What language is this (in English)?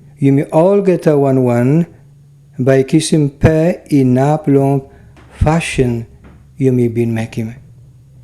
Tok Pisin